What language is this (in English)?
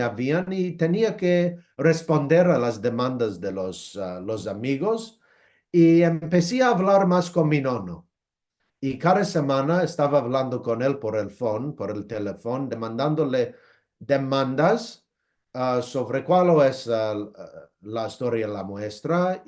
Ladino